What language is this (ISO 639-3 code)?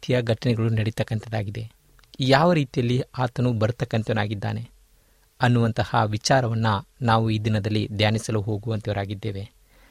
kan